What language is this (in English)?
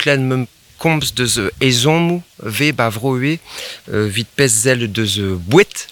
Breton